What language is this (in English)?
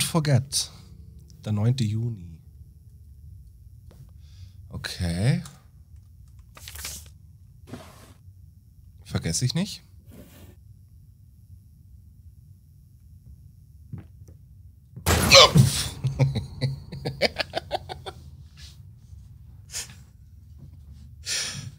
German